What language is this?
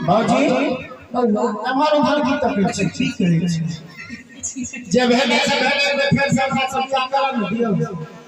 Maithili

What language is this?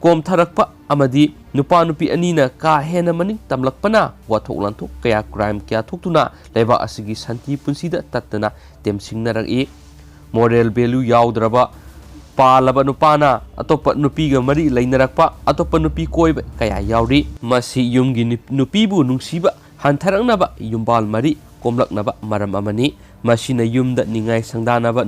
Manipuri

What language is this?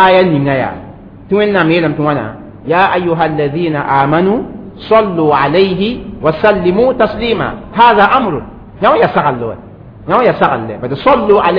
Mossi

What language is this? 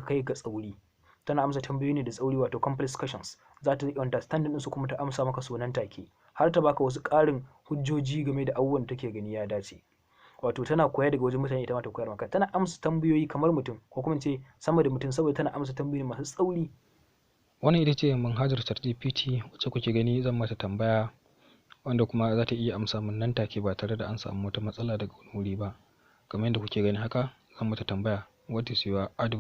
Hausa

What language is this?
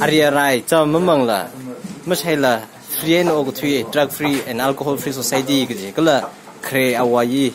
Tangkhul Naga (India)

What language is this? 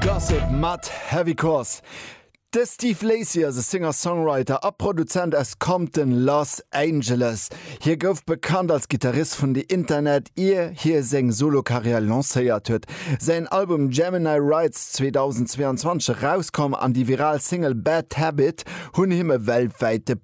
Luxembourgish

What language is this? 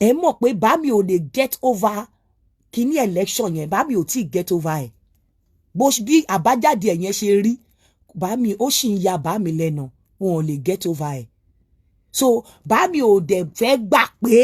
Yoruba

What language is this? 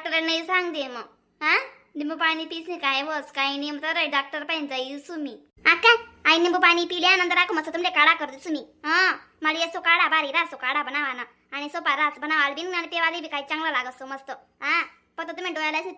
Khandesi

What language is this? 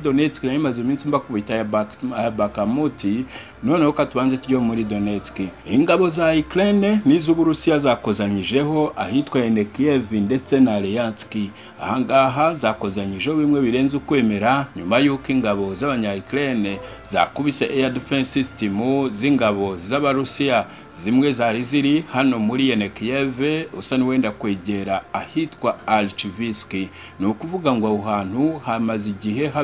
Kinyarwanda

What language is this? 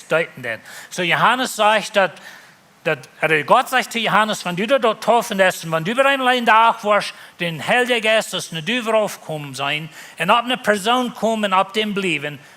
Plautdietsch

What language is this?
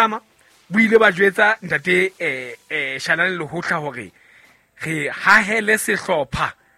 Southern Sotho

